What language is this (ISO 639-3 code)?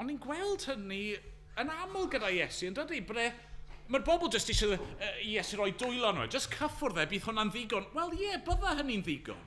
cym